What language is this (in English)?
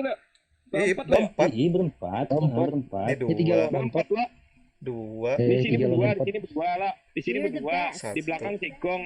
Banjar